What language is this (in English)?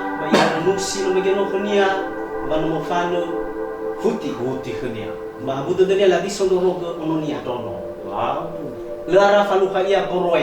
Nias